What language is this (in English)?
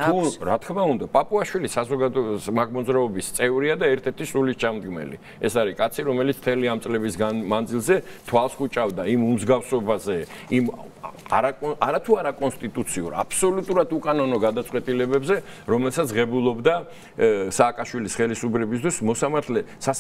Georgian